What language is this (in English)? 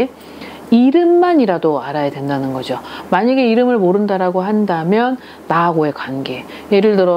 Korean